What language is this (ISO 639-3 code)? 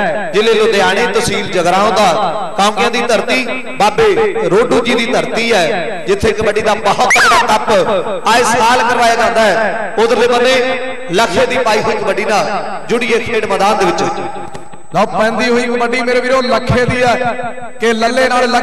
pan